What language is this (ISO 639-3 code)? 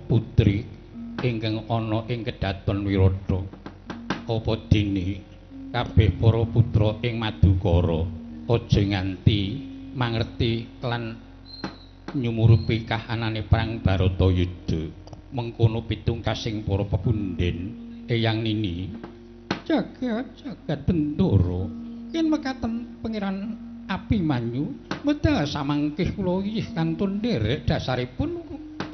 jav